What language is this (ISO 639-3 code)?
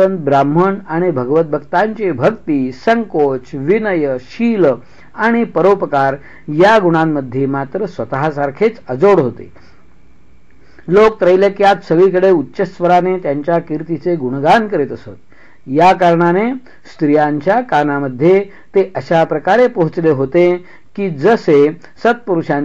mar